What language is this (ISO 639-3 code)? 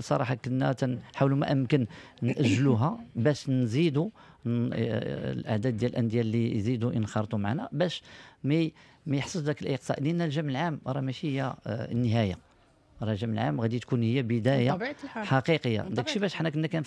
ary